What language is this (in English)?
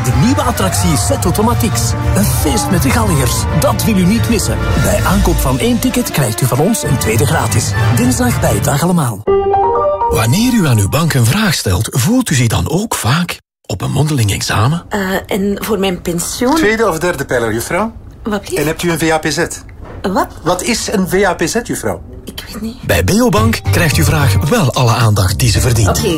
Dutch